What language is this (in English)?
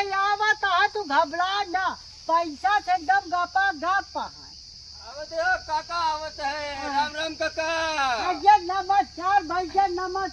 Awadhi